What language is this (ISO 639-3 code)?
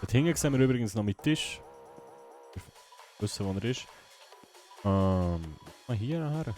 gsw